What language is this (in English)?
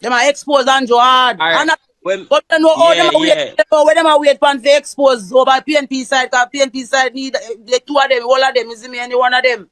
Jamaican Creole English